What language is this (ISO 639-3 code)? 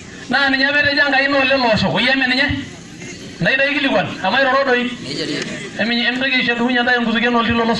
mas